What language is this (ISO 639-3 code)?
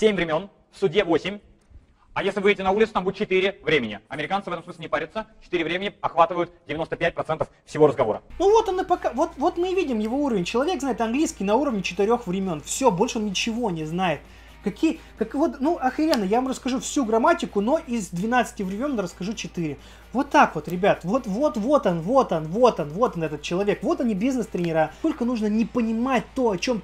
rus